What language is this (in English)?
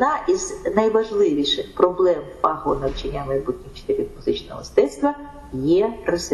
Ukrainian